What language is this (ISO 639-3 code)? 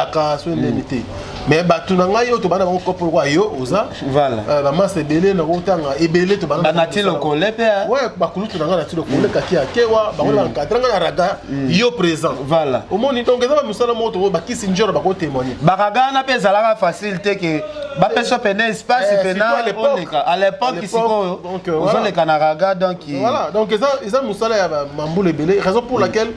lin